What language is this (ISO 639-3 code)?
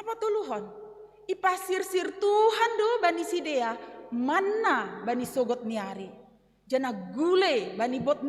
bts